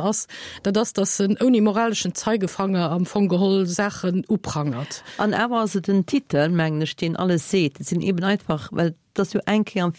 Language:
Luxembourgish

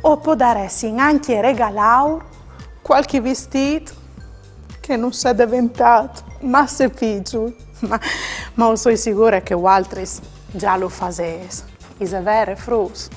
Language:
Friulian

